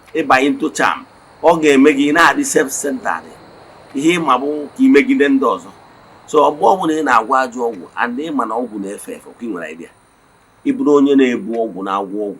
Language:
Igbo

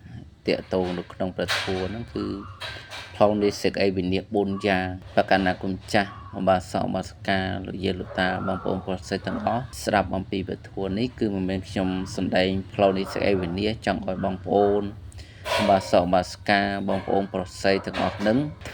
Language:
Khmer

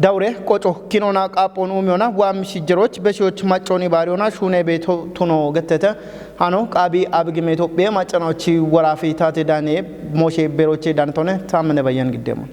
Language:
Kafa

